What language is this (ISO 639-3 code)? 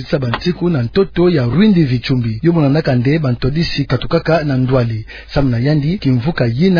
ktu